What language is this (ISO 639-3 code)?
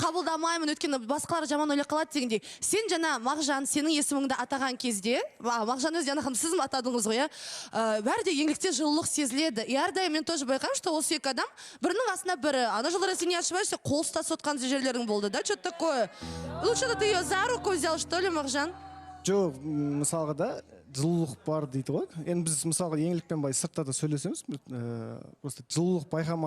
kaz